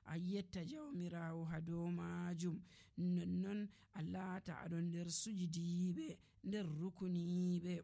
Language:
Nigerian Fulfulde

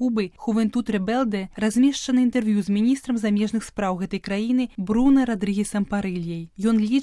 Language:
Belarusian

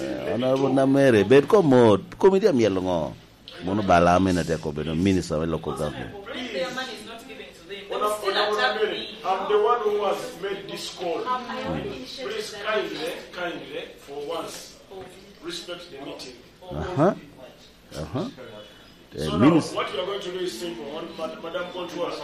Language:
Lango (Uganda)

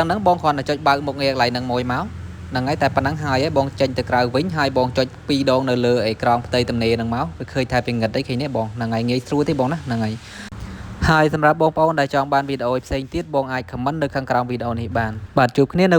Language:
Khmer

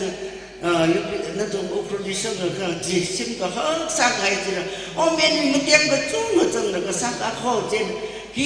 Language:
Tangkhul Naga (India)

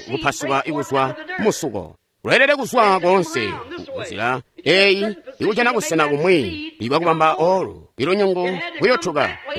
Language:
Tonga (Zambia)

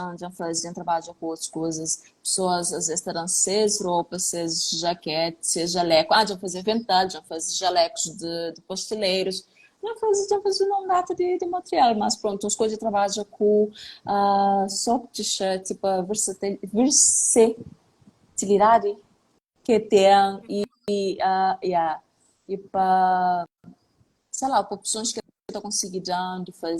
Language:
Kabuverdianu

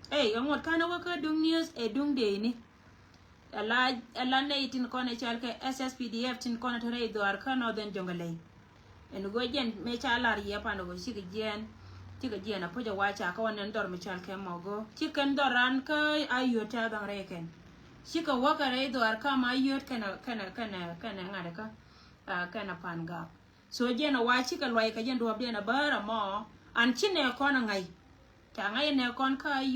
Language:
Nuer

